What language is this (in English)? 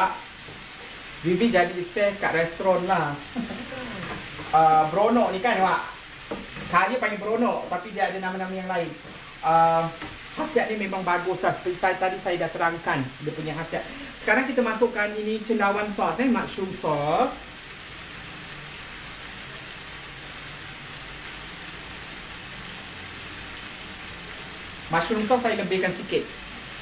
Malay